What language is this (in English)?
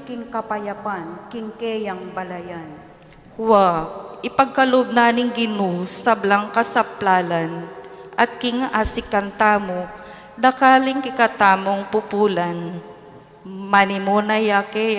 Pampanga